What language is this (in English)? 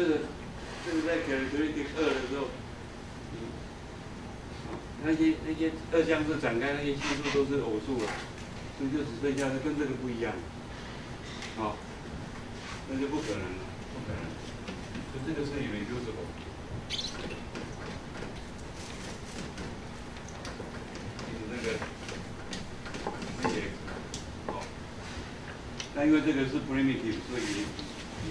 Chinese